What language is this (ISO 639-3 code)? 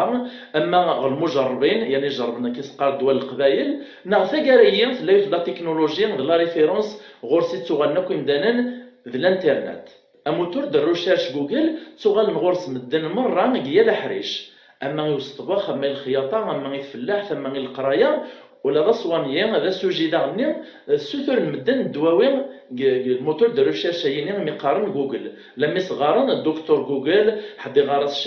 kab